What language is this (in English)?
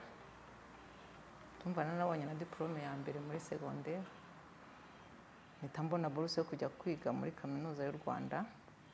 Kinyarwanda